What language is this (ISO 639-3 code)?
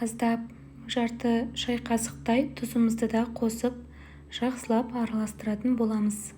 kaz